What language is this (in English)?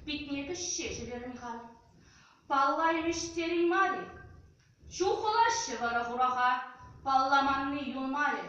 Chuvash